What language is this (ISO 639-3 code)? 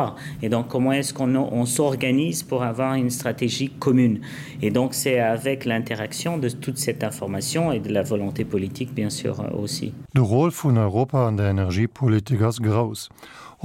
ltz